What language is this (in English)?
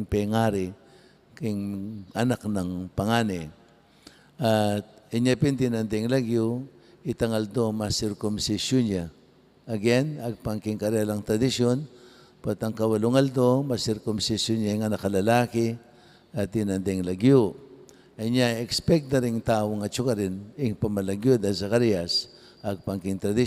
Pampanga